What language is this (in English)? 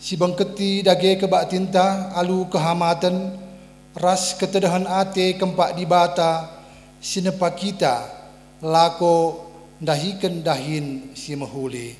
Batak Karo